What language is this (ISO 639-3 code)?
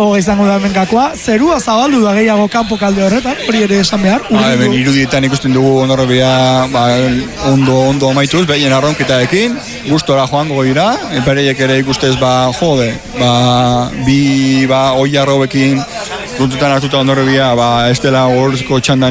eus